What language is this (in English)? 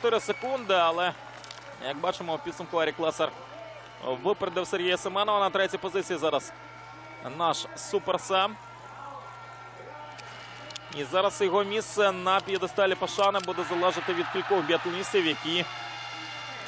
Ukrainian